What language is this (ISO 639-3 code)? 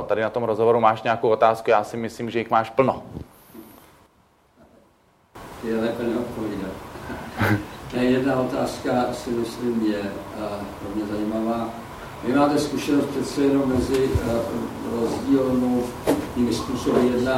ces